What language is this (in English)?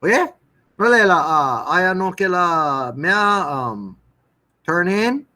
Hawaiian